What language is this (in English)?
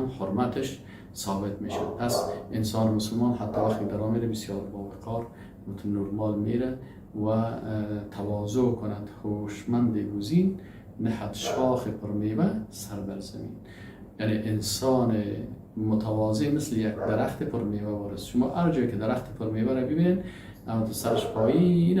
Persian